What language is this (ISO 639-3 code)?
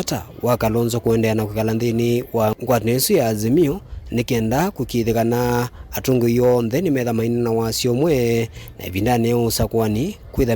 kam